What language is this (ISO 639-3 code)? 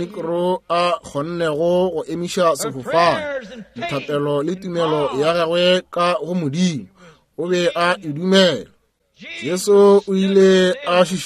nso